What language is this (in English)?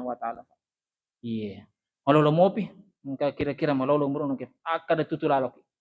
Buginese